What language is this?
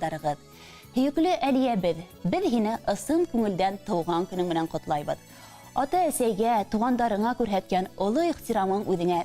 Bashkir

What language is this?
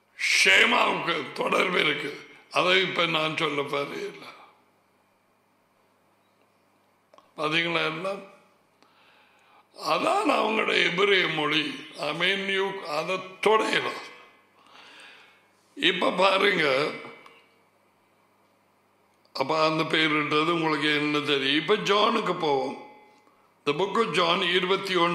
Tamil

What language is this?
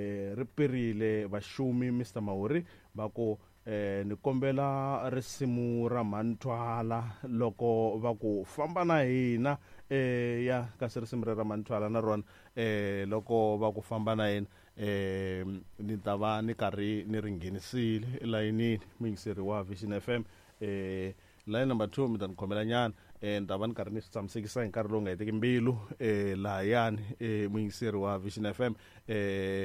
Tsonga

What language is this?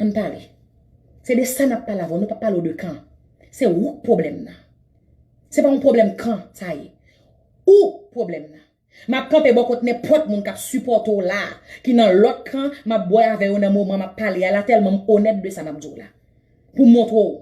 Haitian Creole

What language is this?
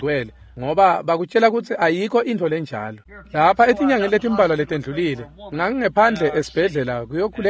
Swati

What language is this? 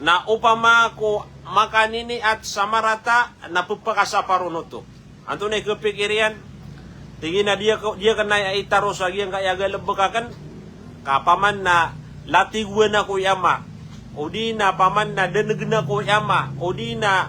Maranao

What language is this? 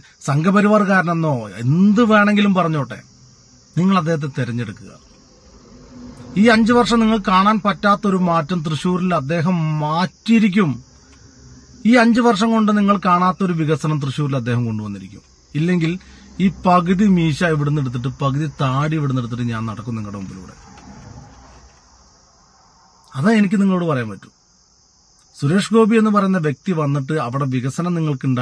Malayalam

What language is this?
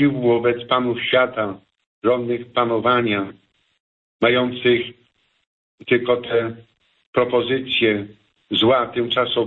Polish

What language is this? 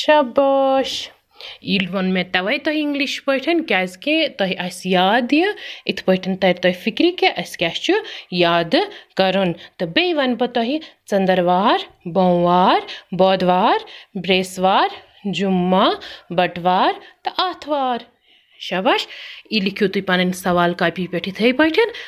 Kashmiri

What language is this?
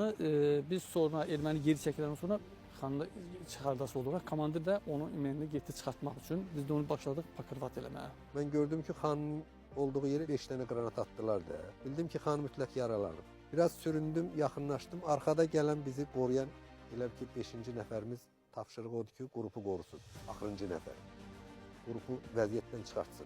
Azerbaijani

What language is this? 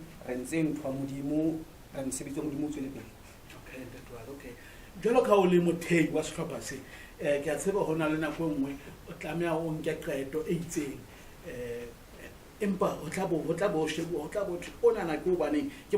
Southern Sotho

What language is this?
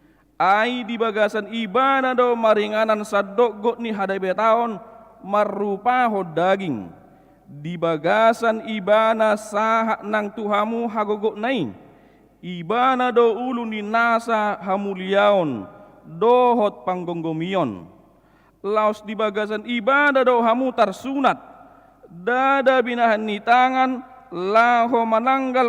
Batak Toba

